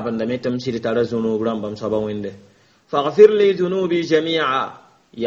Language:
Mossi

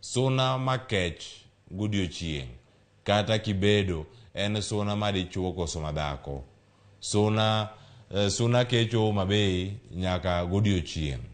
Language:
Luo (Kenya and Tanzania)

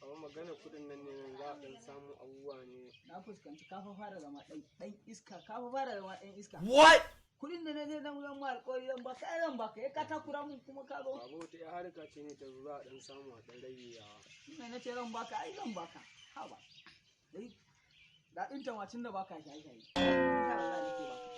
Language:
Hausa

